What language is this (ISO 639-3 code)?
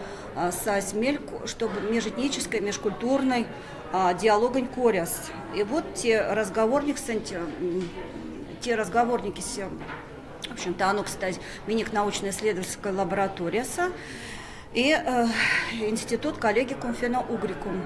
myv